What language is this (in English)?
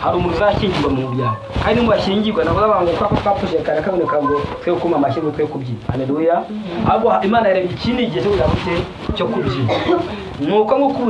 Kinyarwanda